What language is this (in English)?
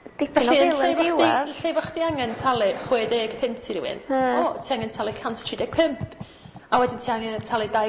Welsh